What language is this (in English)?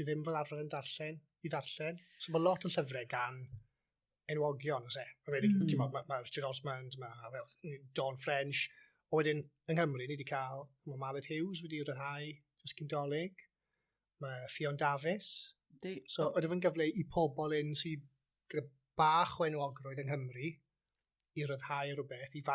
Welsh